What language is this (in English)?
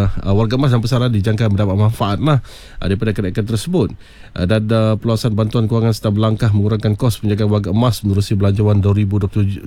Malay